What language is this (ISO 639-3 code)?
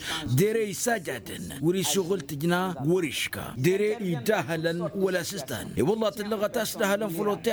taq